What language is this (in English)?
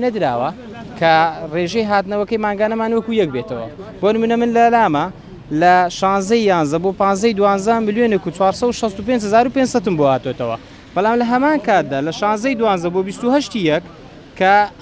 Central Kurdish